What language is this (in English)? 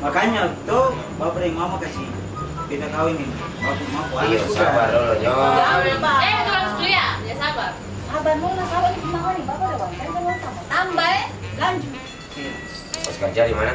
Ambonese Malay